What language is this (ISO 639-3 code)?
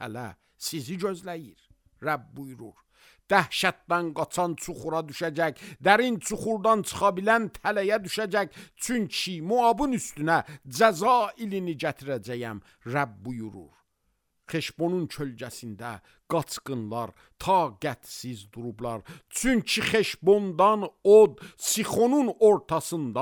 aze